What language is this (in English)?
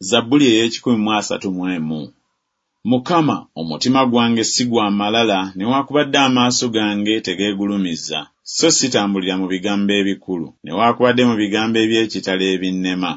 Ganda